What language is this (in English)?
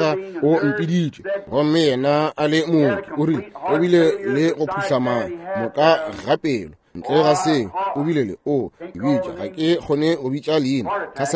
Northern Sotho